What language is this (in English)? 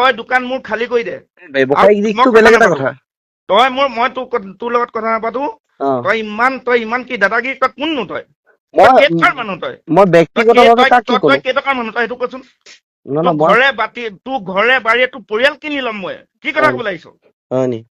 Assamese